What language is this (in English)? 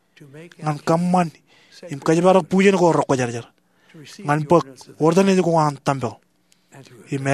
Marshallese